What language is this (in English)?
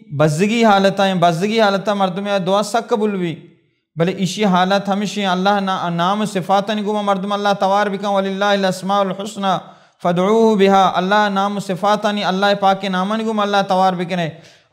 Baluchi